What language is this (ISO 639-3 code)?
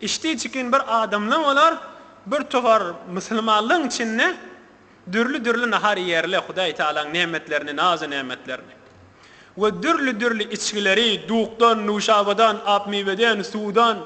tuk